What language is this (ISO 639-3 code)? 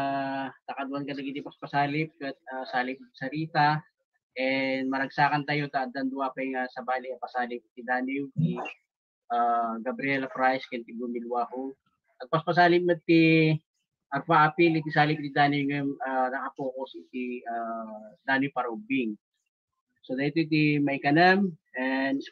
ilo